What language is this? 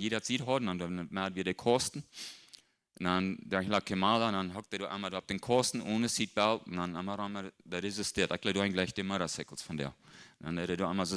Plautdietsch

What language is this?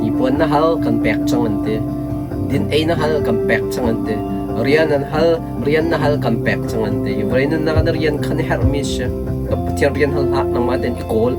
Hakha Chin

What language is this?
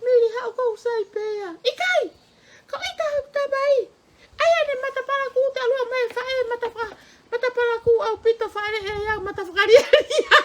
Tongan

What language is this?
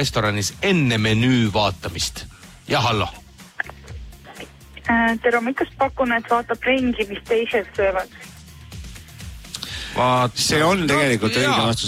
Estonian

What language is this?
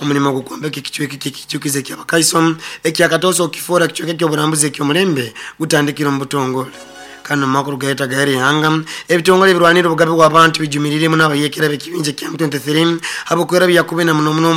Nyoro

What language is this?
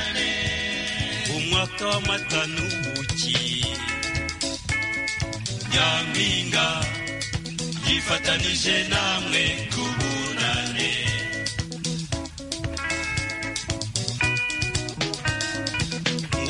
Kinyarwanda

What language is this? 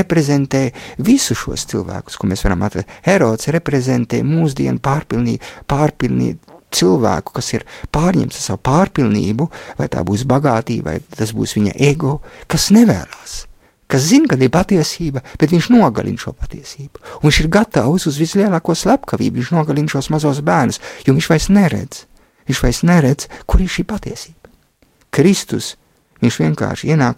Latvian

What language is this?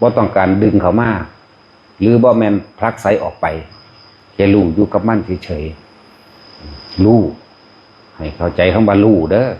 Northeastern Thai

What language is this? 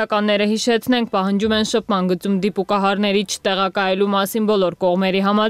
Armenian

